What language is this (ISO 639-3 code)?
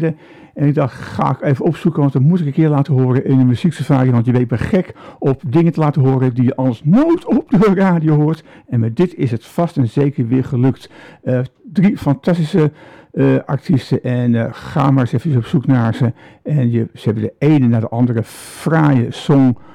nld